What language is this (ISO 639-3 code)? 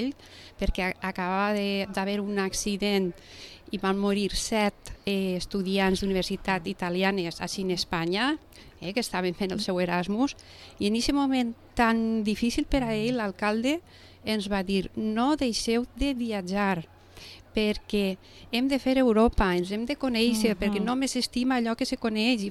cat